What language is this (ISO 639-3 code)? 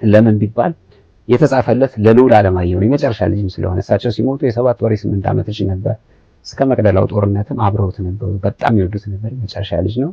amh